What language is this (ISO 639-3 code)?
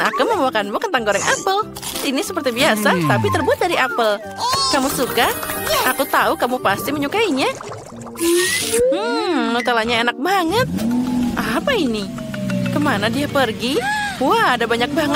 ind